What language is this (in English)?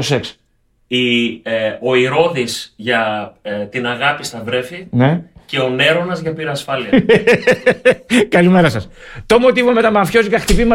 Greek